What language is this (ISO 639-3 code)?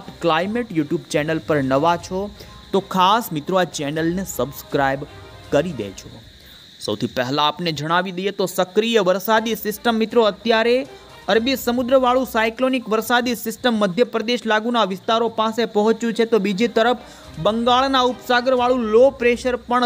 guj